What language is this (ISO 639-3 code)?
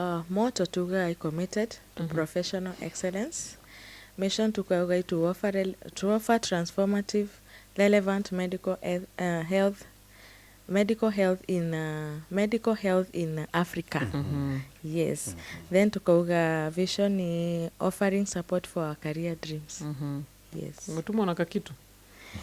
mer